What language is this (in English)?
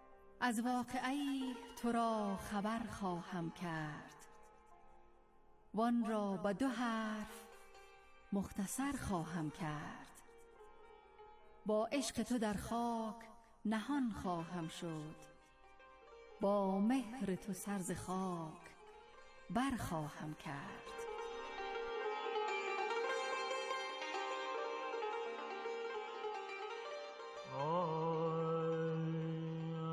Persian